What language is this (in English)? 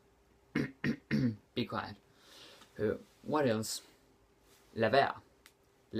Danish